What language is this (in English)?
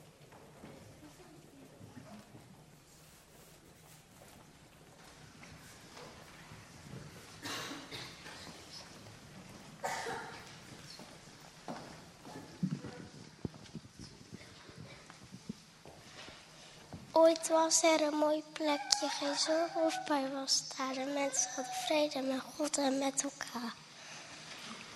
Dutch